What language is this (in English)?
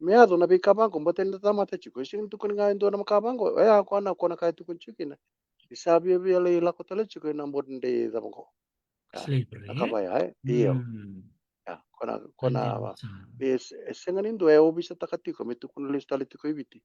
Fijian